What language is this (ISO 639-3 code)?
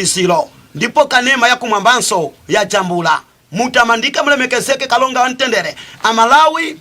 nya